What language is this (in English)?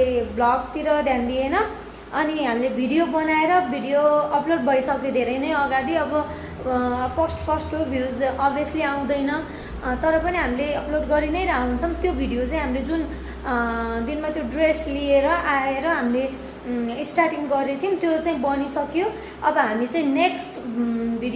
Nepali